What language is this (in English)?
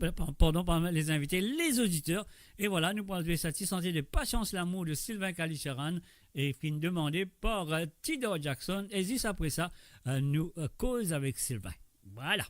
Morisyen